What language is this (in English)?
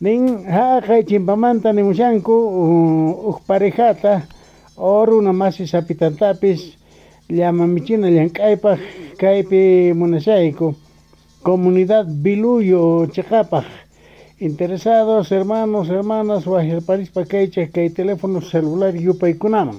Quechua